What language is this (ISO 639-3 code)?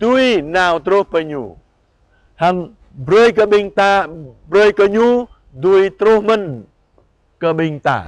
jra